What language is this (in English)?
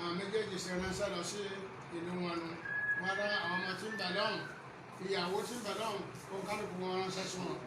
Yoruba